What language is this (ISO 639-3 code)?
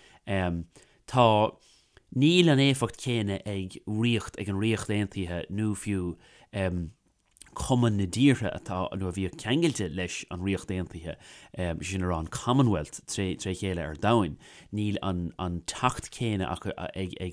gle